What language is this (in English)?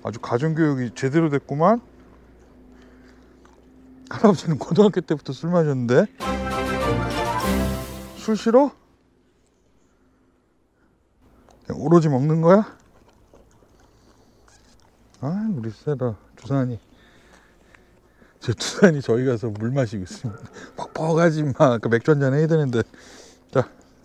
Korean